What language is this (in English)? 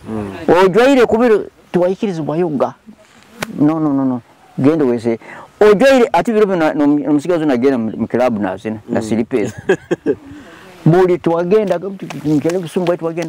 Nyoro